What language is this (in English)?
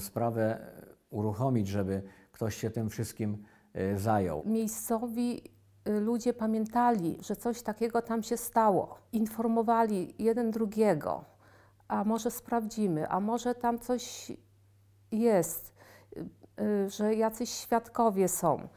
Polish